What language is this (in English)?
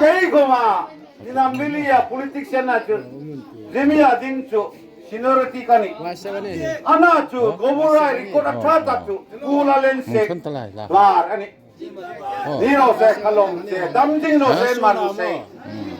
Hmar